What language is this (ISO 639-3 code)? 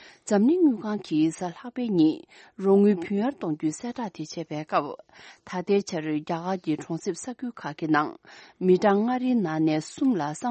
bod